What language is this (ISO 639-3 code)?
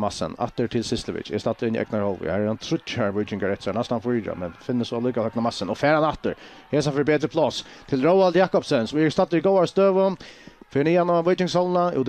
fao